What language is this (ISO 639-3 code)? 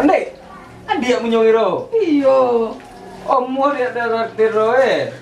min